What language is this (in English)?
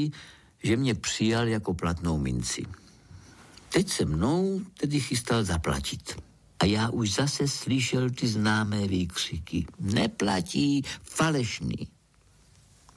Czech